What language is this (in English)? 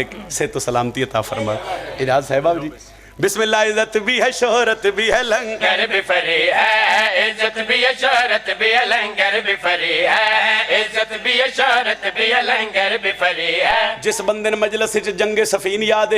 Pahari-Potwari